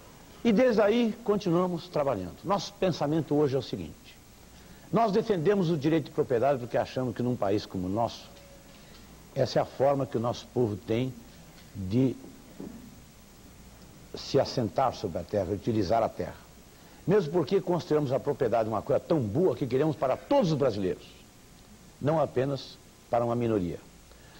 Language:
Portuguese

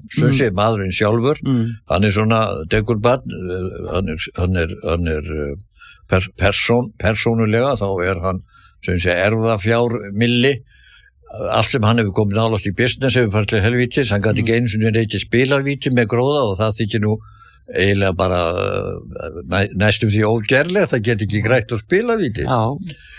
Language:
Icelandic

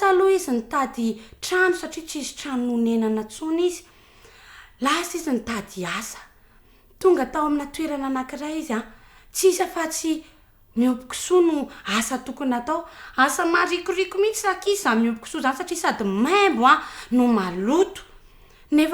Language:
Malagasy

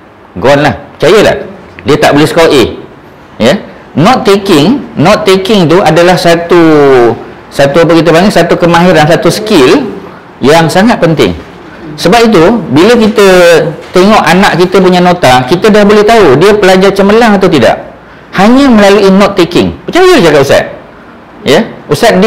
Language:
Malay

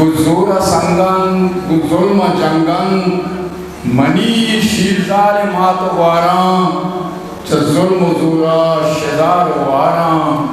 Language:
Eastern Balochi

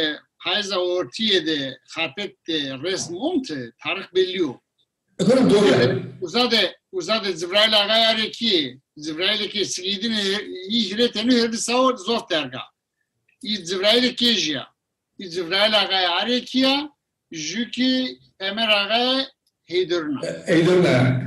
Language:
Zaza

